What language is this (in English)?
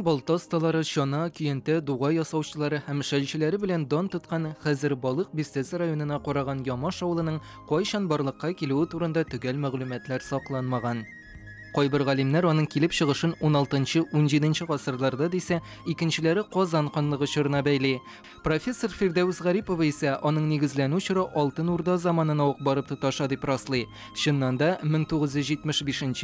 Tatar